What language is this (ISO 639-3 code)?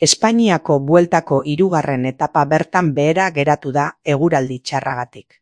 eus